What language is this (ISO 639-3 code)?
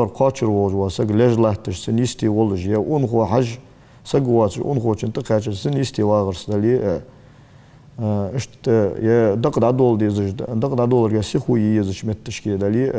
inh